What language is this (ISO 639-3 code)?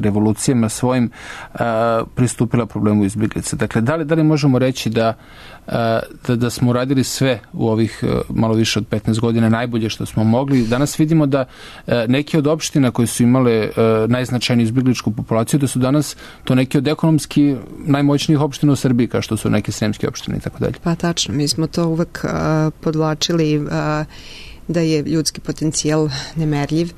srp